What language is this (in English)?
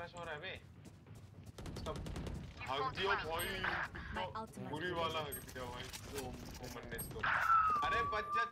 Hindi